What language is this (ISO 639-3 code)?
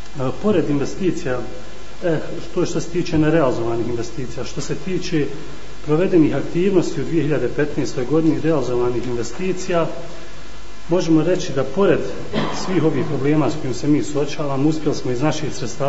bos